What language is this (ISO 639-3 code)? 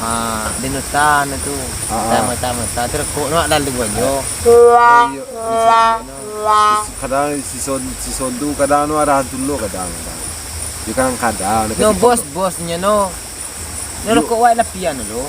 min